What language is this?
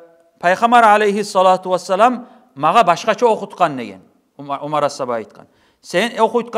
Kumyk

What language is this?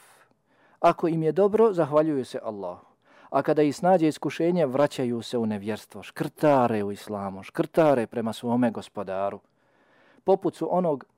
Bosnian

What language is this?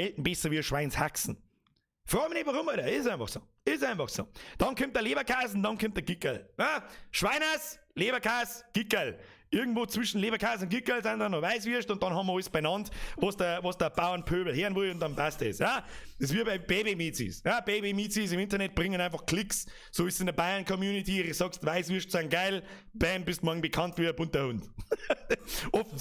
Bavarian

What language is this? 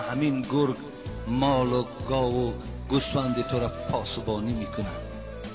Tajik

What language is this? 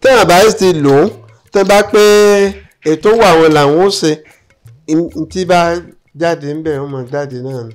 Yoruba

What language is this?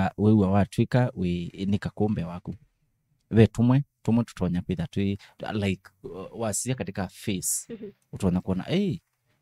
Kamba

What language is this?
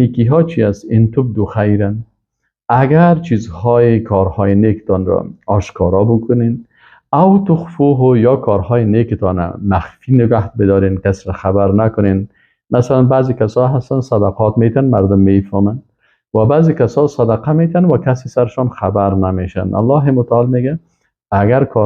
Persian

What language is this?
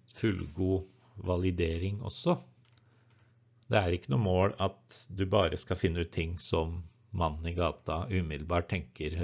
Norwegian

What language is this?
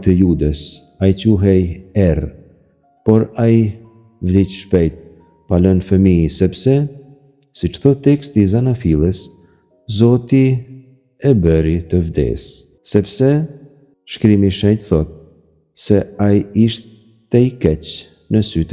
Albanian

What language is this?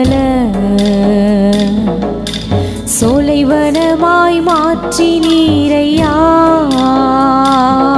Tamil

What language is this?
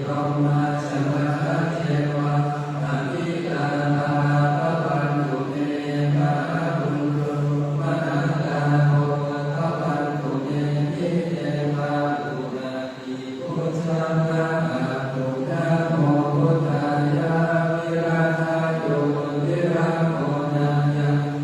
Pali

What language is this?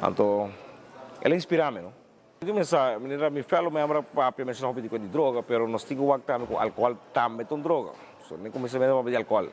Papiamento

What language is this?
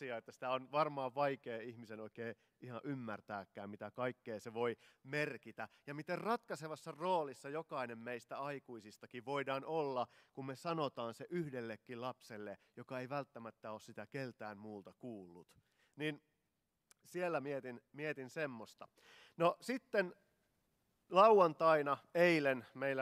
Finnish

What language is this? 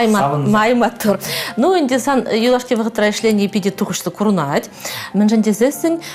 Chuvash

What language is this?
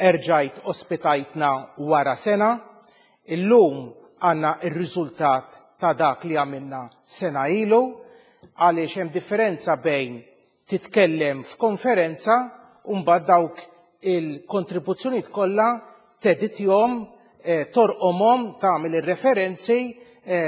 Maltese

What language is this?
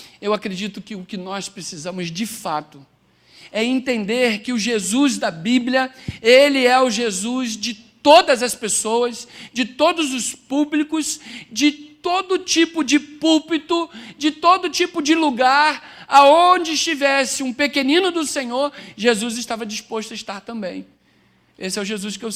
Portuguese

